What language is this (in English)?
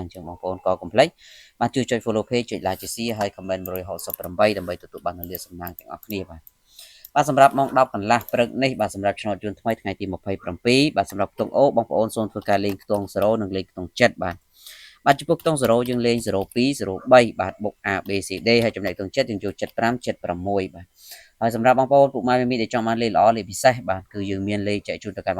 Khmer